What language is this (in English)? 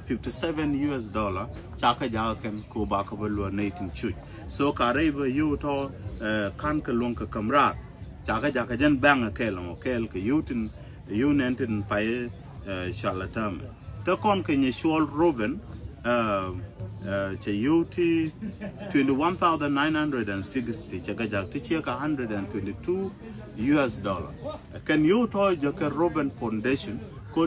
Nuer